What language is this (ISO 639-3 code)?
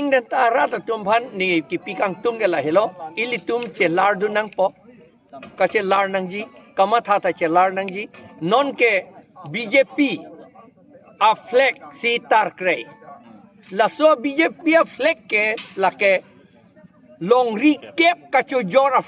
mjw